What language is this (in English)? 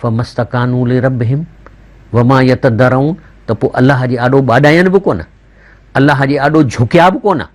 Sindhi